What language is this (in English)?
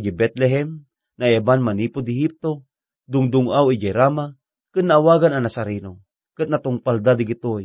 Iloko